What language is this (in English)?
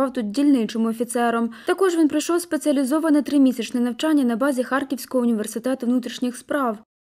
Ukrainian